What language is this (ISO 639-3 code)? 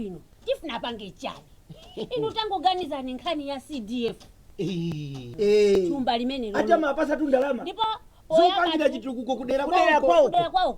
nya